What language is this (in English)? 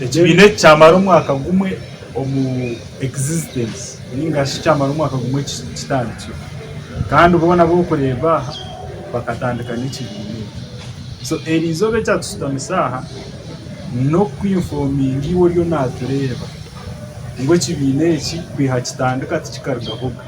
Nyankole